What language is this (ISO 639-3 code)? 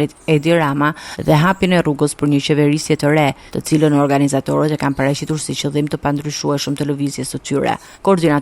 sqi